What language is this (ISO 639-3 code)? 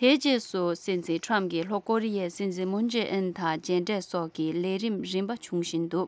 bod